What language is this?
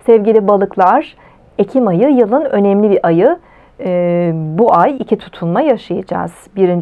Turkish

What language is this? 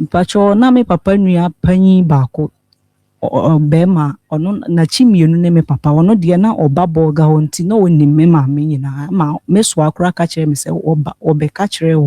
Akan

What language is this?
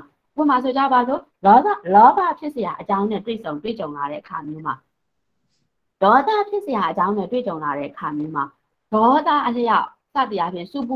Burmese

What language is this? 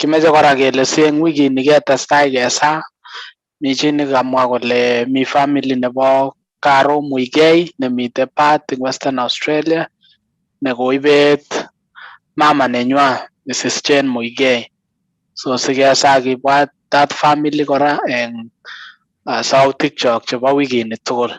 Kalenjin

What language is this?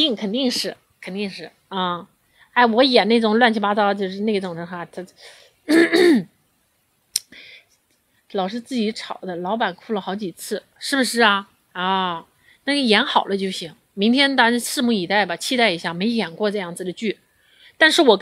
Chinese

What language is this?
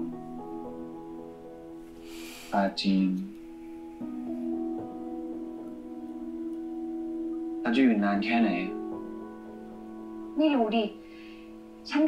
Thai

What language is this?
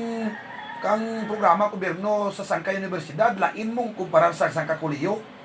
Hiligaynon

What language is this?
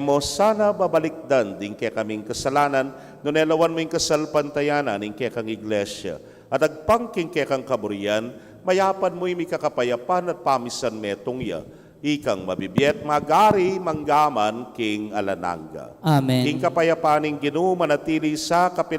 Pampanga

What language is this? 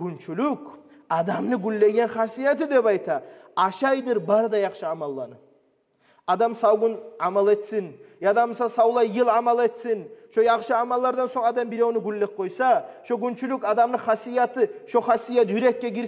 Kumyk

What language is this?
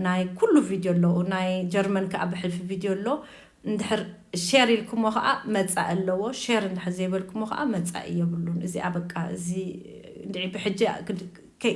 Tigrinya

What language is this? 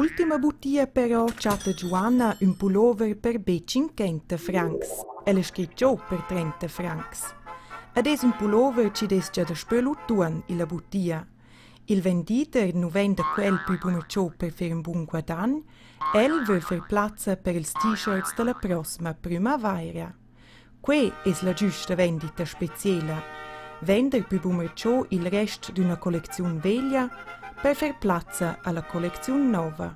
Romansh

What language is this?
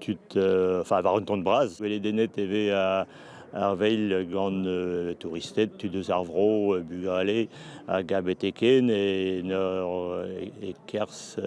Breton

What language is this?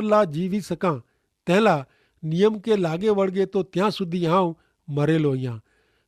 Kachhi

